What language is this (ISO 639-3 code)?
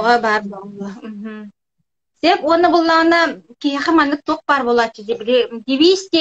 sah